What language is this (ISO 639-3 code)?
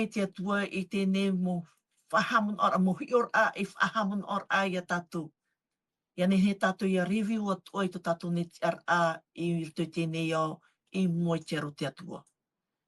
tah